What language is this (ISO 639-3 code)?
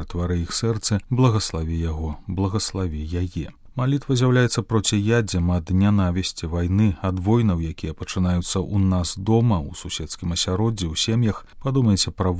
bel